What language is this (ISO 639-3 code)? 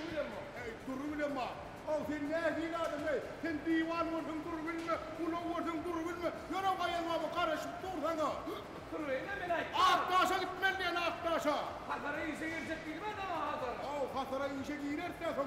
tuk